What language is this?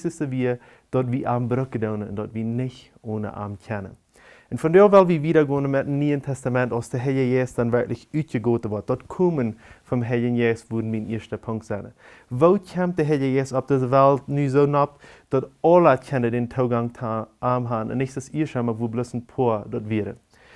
Plautdietsch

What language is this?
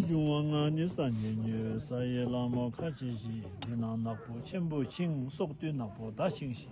Tibetan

